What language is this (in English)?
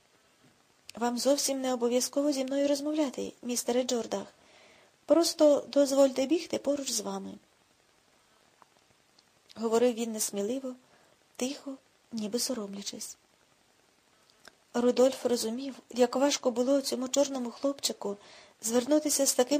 Ukrainian